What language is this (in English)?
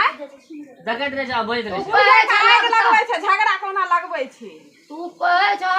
Maithili